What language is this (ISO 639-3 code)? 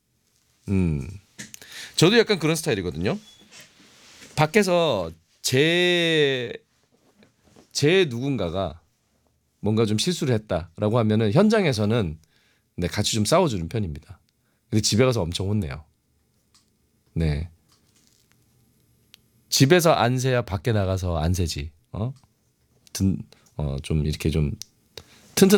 kor